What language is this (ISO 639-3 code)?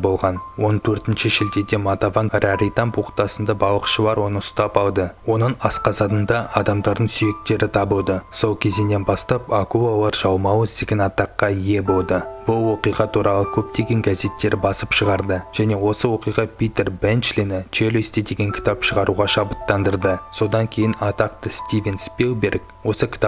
kaz